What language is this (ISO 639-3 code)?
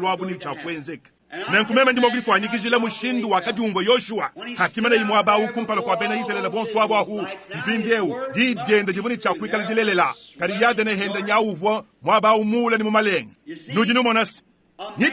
lua